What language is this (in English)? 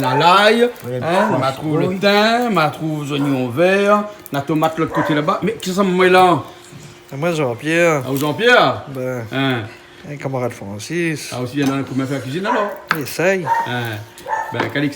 Réunion Creole French